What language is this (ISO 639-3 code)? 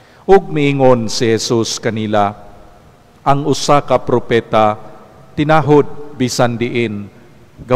ceb